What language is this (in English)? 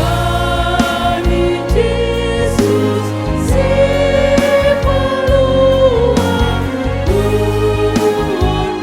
Batak Simalungun